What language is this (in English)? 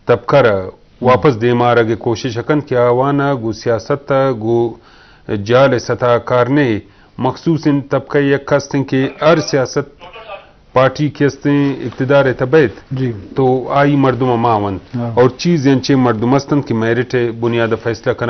Eastern Balochi